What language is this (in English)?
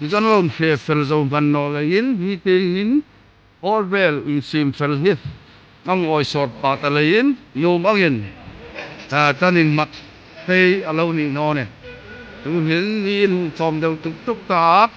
Hmar